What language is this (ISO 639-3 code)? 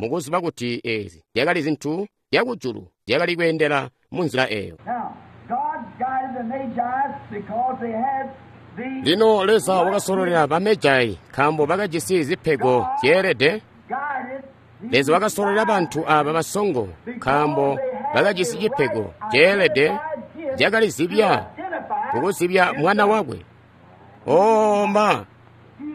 toi